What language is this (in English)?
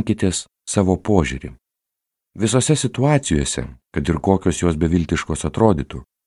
Lithuanian